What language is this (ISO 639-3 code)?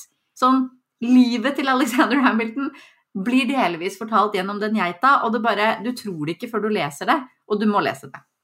nor